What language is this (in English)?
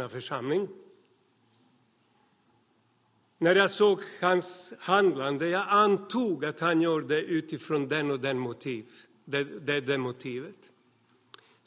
Swedish